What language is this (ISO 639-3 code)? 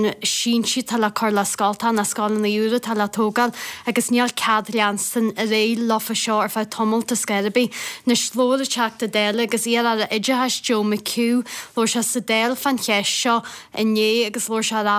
gle